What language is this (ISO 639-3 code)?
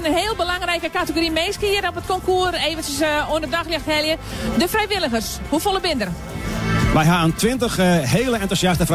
fry